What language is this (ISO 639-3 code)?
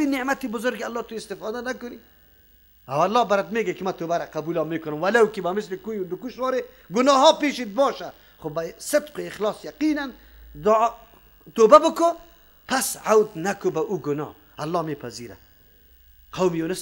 fas